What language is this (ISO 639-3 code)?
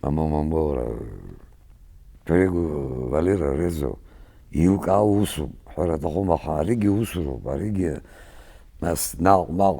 abk